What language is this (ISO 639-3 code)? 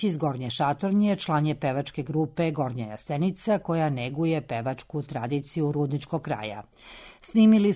srp